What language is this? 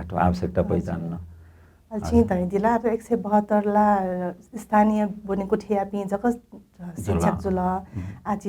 Newari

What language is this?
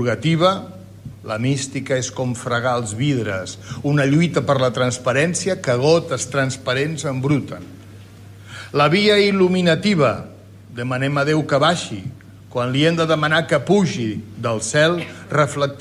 Catalan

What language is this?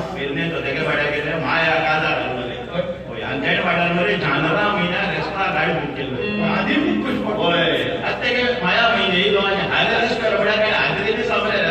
Konkani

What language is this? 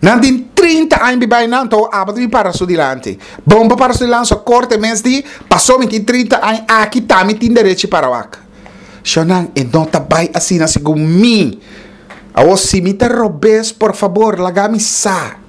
Papiamento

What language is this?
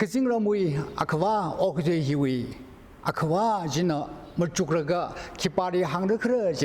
Tangkhul Naga (India)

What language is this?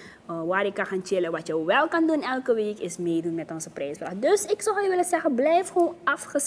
Dutch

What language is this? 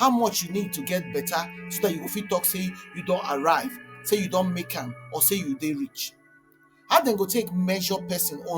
Nigerian Pidgin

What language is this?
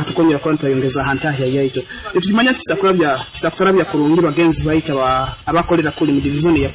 Nyoro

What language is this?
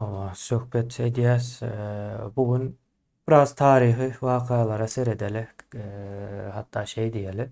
Turkmen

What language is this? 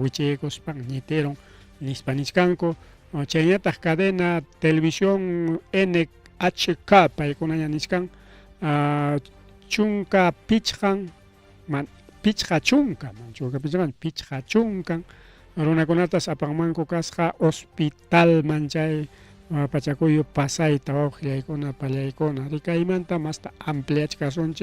Ayacucho Quechua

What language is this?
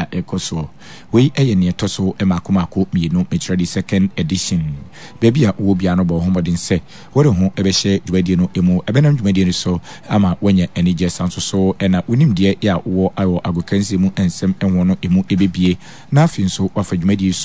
Akan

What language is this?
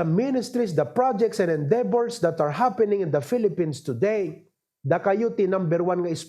Iloko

